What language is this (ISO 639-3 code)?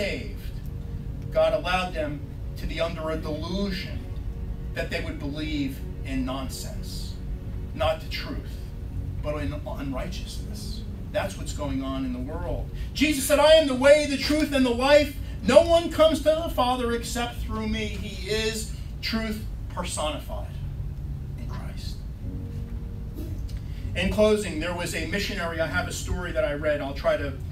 eng